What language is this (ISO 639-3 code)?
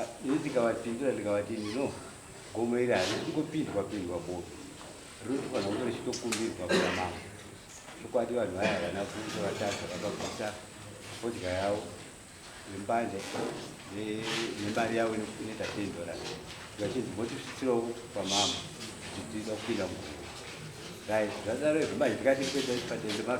sna